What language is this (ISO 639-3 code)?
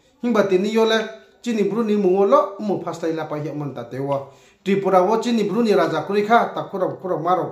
ria